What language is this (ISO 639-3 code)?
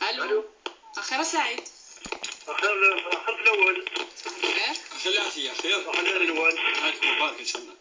kab